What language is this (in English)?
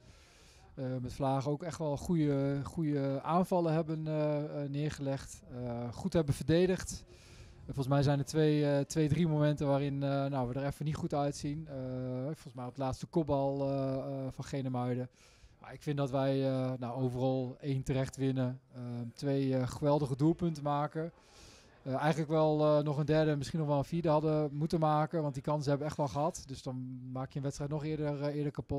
Dutch